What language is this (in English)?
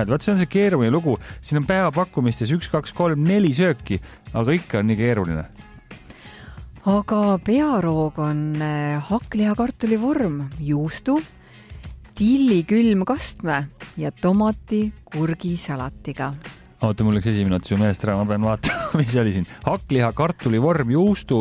Estonian